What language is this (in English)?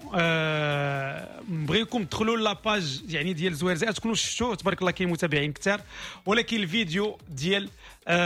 Moroccan Arabic